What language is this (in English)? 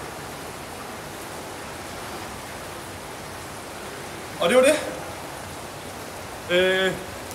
Danish